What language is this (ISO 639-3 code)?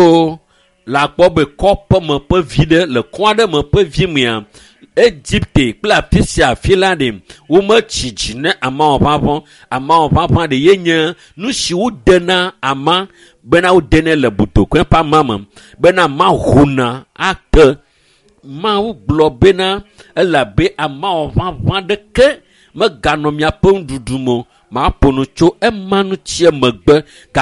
ewe